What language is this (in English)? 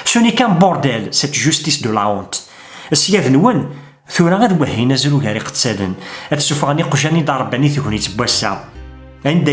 Kabyle